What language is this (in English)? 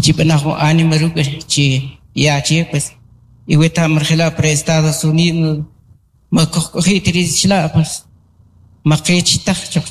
Kʼicheʼ